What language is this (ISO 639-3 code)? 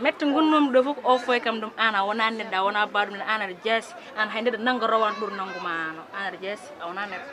ful